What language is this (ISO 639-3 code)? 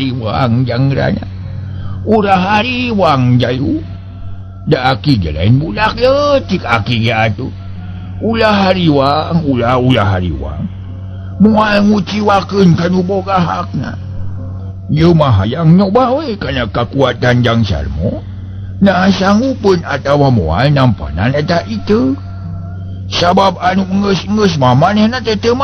sun